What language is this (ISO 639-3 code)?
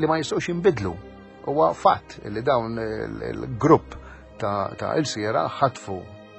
mlt